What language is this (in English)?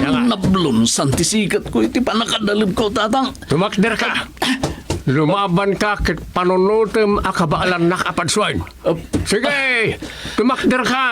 Iloko